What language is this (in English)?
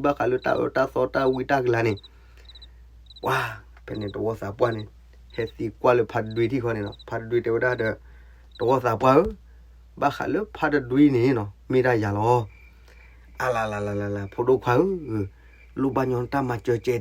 S'gaw Karen